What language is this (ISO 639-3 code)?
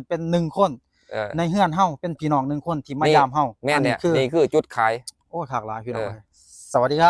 lao